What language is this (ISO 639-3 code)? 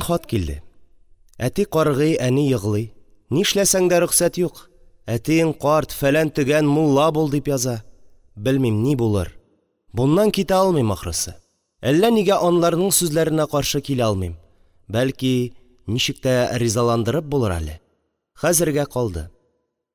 tat